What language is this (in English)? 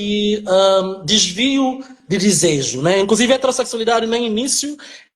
Kabuverdianu